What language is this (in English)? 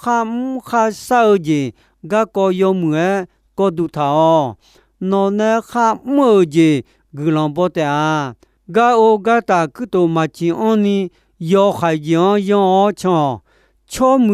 Akha